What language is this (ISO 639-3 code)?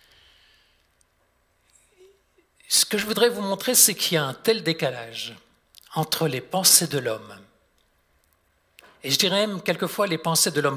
fra